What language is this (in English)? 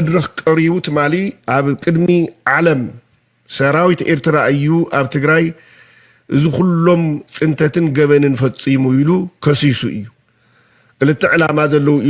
Tigrinya